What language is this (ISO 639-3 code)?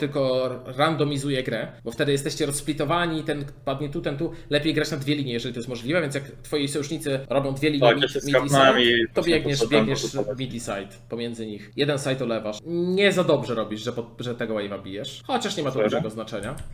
pol